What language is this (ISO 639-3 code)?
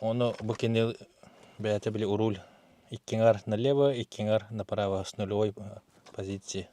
sah